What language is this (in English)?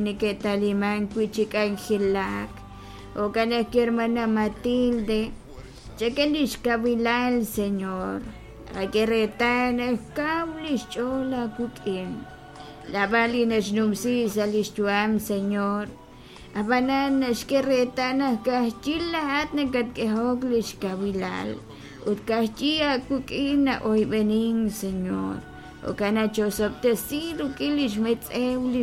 Kekchí